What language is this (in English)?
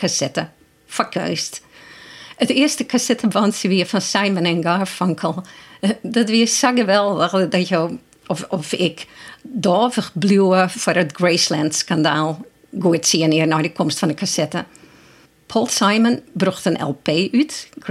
Western Frisian